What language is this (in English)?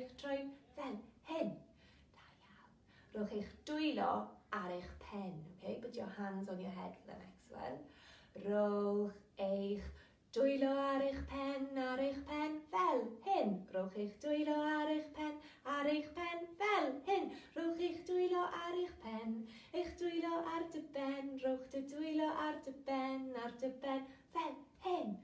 Welsh